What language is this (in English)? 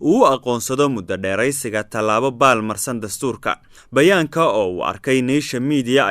Somali